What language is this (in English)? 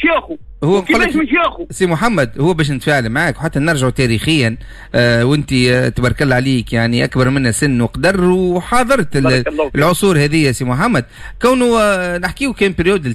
Tunisian Arabic